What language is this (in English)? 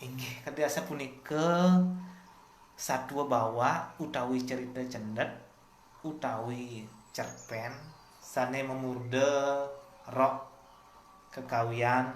Balinese